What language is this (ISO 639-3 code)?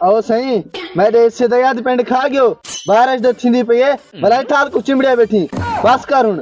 skr